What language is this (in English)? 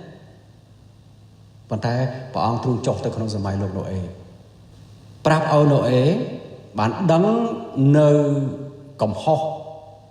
Khmer